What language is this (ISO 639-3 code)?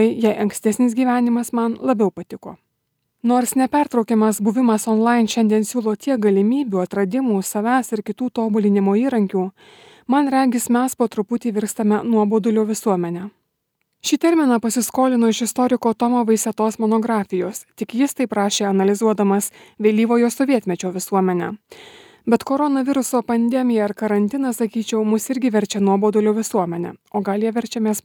lit